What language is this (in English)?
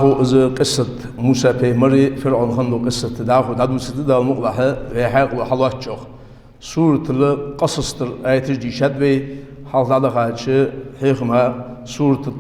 Ingush